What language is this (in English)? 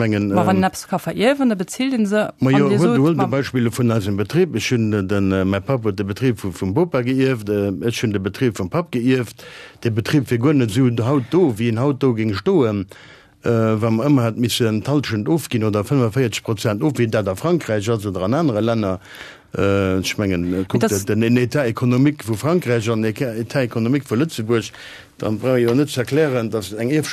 Luxembourgish